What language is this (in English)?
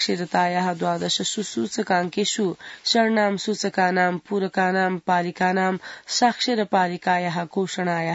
Sanskrit